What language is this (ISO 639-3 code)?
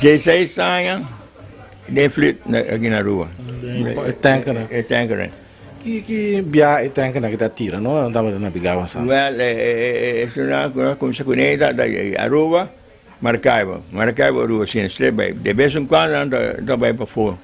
pap